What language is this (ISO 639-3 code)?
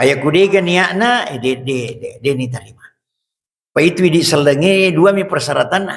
bug